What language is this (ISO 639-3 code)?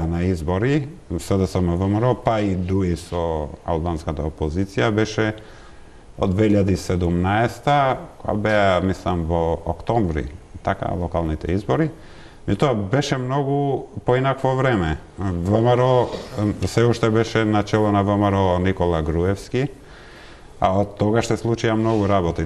mkd